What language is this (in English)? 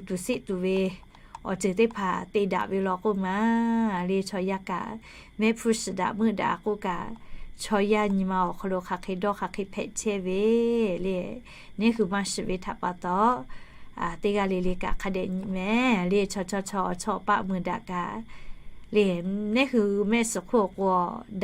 Lahu